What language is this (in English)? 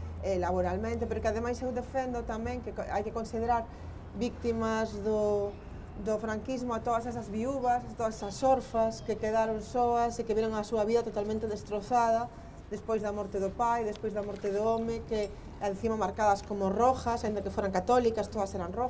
Galician